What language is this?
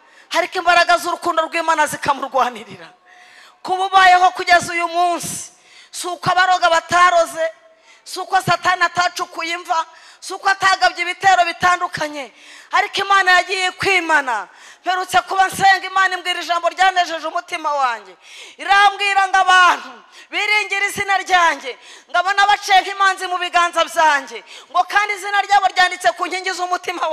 Kinyarwanda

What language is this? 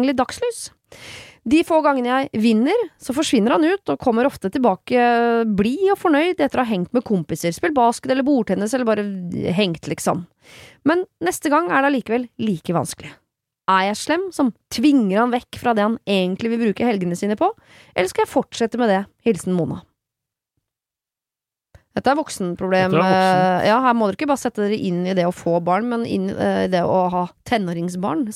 Norwegian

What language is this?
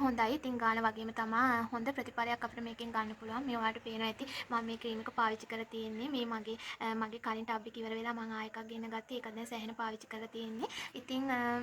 Sinhala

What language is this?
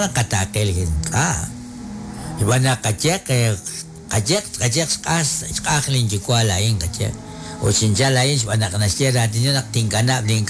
Kekchí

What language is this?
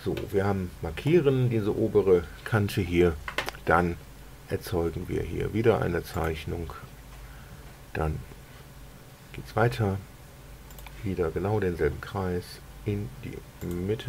German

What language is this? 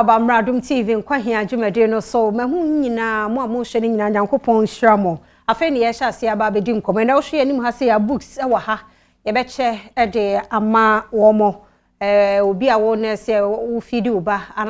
Akan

